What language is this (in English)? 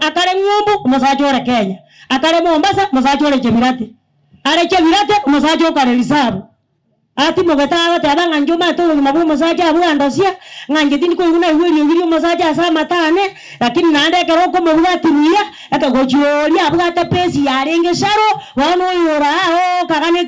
Gusii